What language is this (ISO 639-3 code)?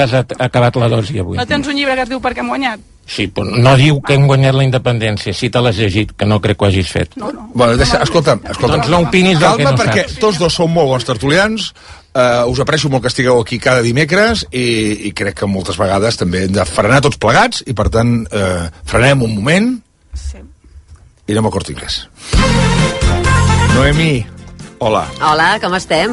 cat